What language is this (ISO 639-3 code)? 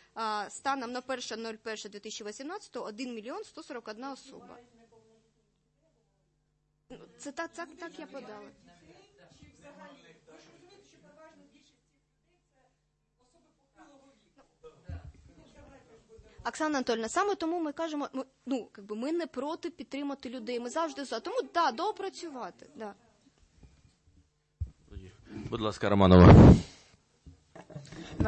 ukr